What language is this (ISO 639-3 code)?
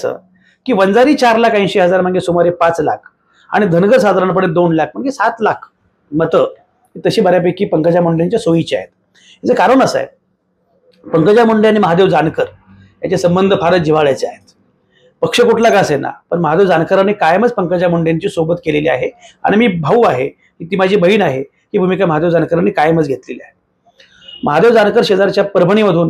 mar